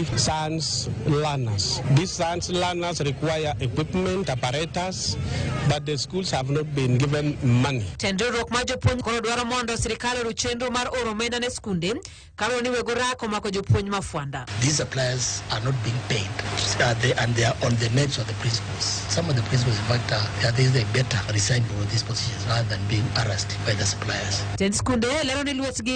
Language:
Luo (Kenya and Tanzania)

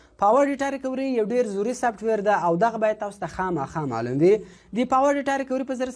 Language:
Pashto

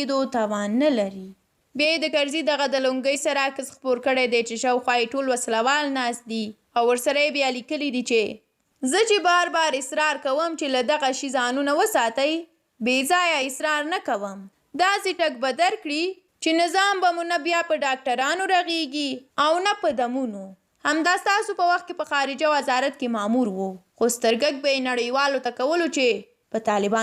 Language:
Pashto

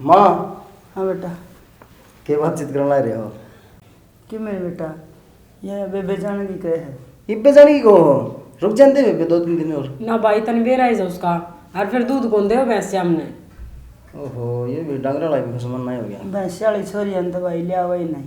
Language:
Haryanvi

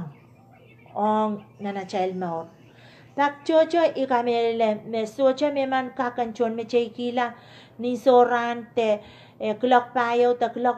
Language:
Pohnpeian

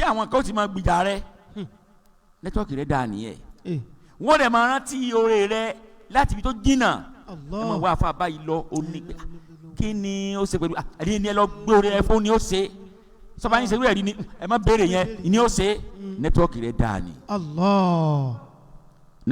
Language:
Yoruba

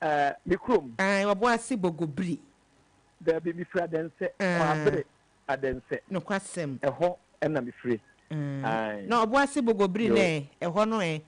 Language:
Akan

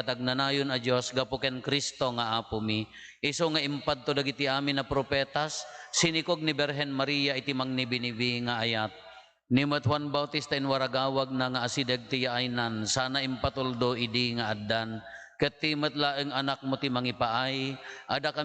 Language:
Iloko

